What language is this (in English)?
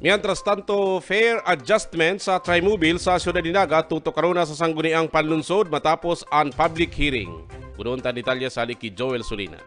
Bikol